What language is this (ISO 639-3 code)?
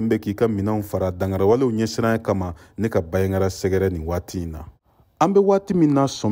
bam